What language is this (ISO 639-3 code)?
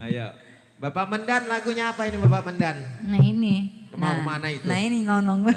bew